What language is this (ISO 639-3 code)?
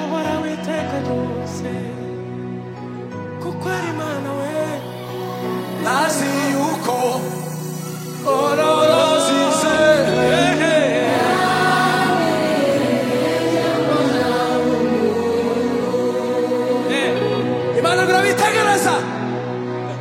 kin